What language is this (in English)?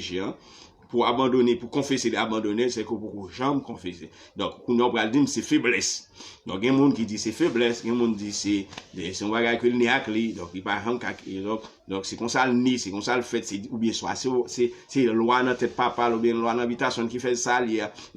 Haitian Creole